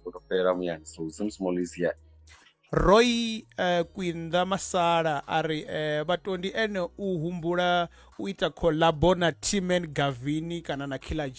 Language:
Venda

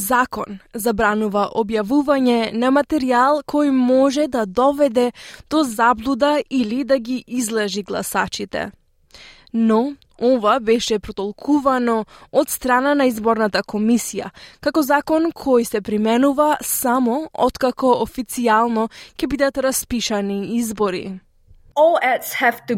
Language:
Macedonian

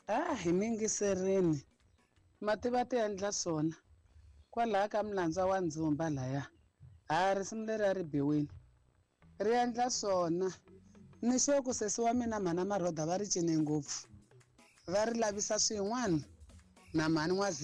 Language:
Tsonga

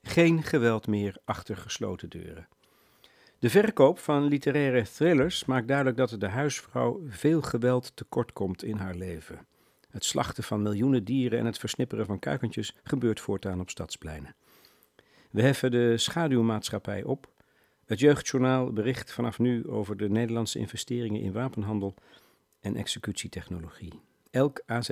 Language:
Dutch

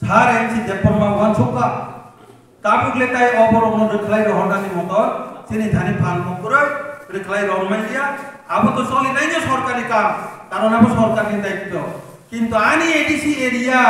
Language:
Kok Borok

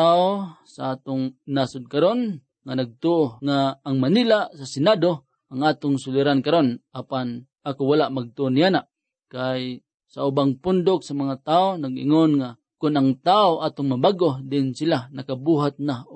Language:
Cebuano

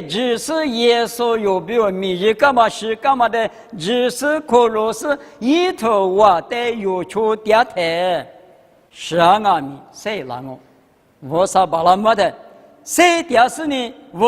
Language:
Lisu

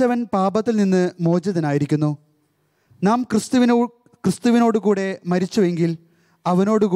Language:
Malayalam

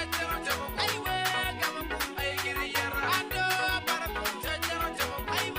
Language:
Acoli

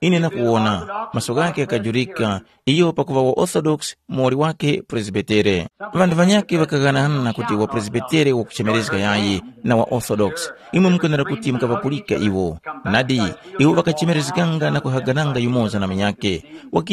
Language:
Tumbuka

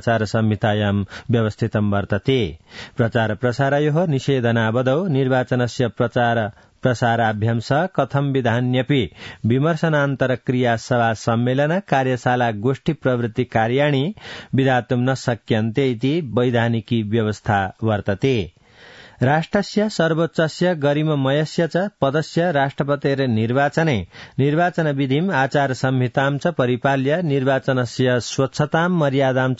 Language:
Sanskrit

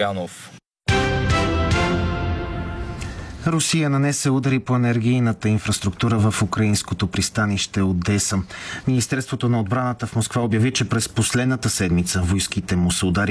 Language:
Bulgarian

